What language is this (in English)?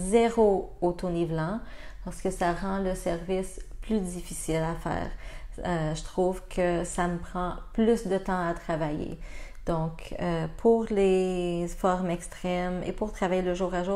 French